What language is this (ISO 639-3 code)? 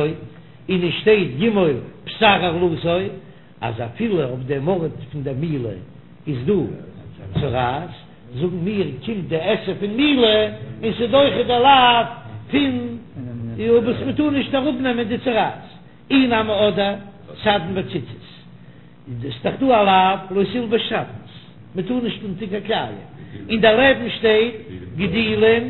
yid